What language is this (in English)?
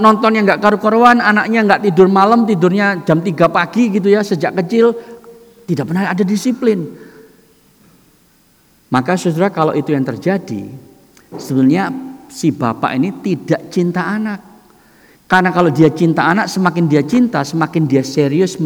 Indonesian